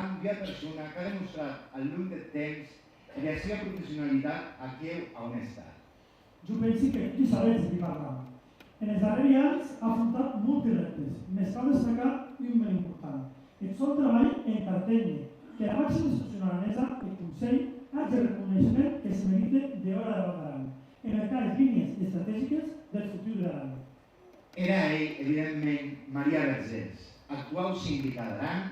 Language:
Occitan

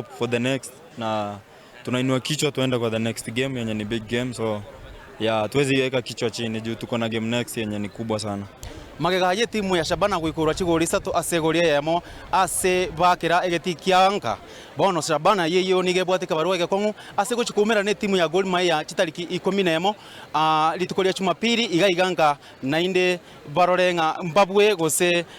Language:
Gusii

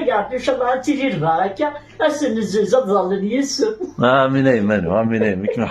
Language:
Kabyle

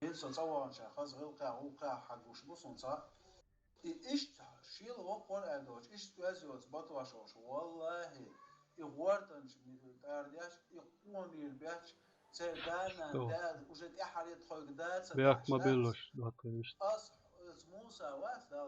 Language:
Chechen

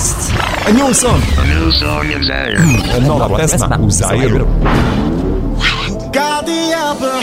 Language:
Serbian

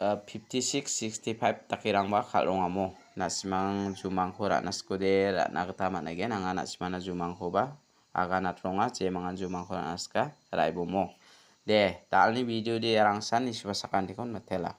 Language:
Garo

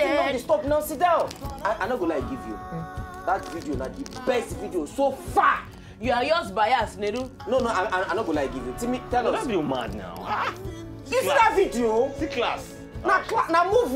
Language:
Nigerian Pidgin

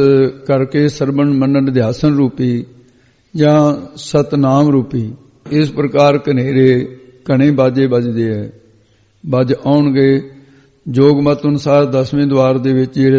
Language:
Punjabi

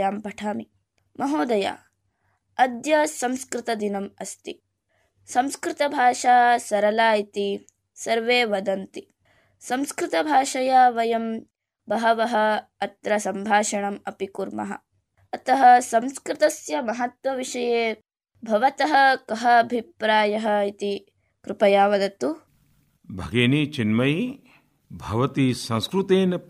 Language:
Sanskrit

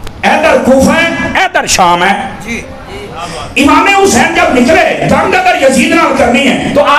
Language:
Urdu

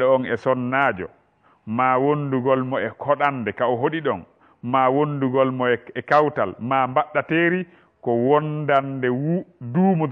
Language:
Fula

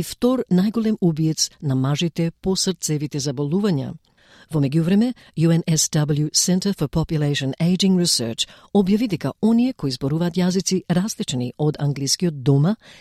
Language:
Macedonian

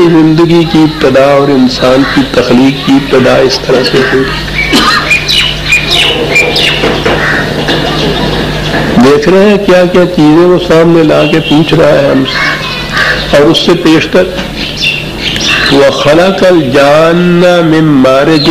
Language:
Urdu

